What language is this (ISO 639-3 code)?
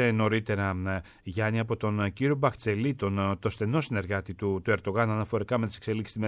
ell